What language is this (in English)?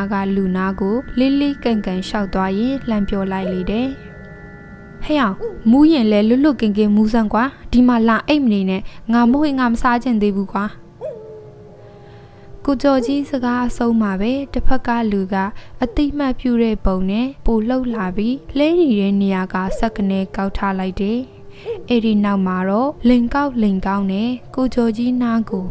Burmese